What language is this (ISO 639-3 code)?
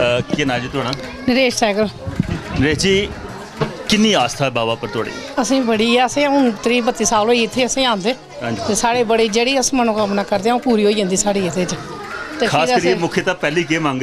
doi